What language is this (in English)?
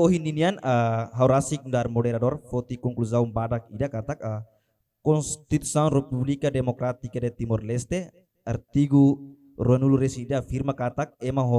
Tetum